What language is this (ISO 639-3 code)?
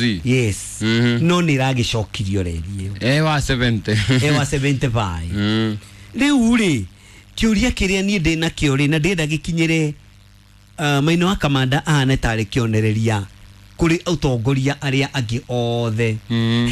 kik